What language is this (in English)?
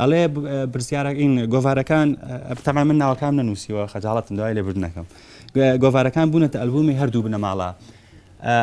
Central Kurdish